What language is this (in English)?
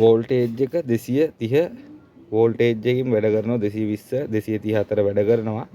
Sinhala